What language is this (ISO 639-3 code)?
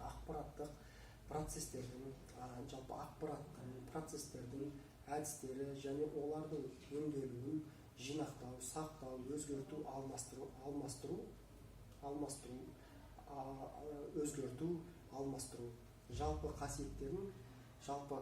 kaz